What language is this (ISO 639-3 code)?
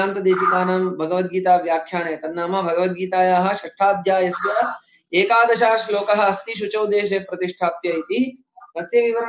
san